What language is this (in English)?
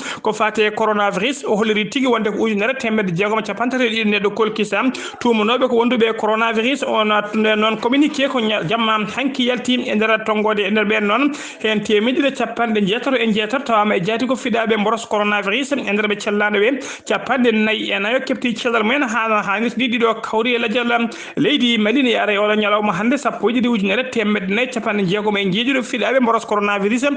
Fula